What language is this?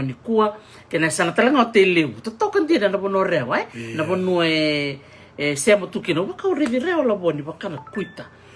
Fijian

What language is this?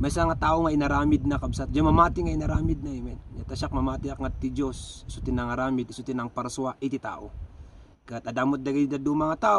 Iloko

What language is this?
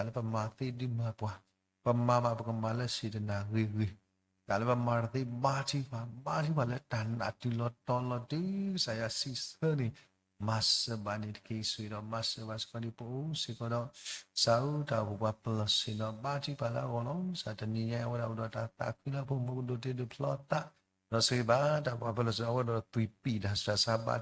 S'gaw Karen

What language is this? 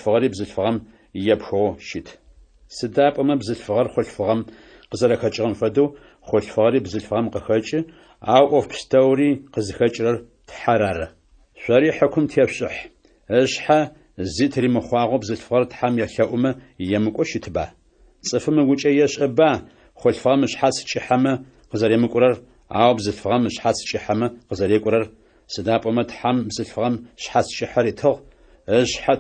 Adyghe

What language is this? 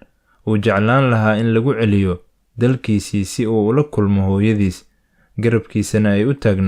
Somali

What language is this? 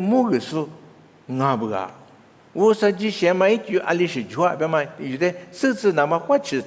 Lisu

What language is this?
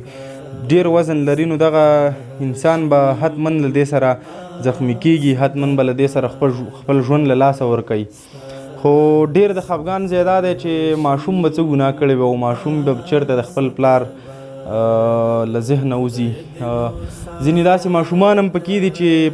Pashto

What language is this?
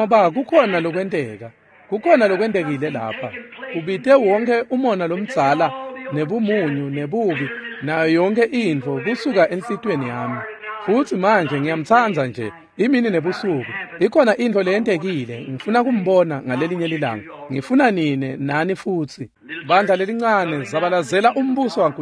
Swati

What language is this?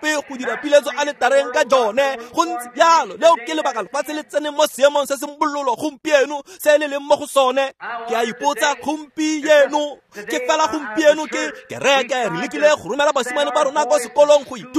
Tswana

